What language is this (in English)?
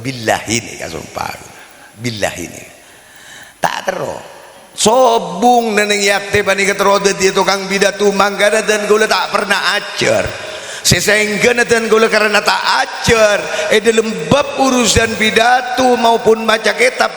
Madurese